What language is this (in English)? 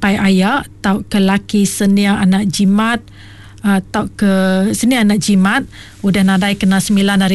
Iban